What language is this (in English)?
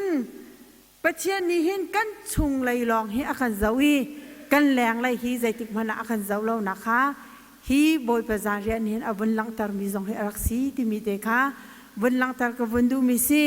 Hakha Chin